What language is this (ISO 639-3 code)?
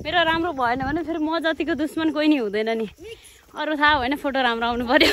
nep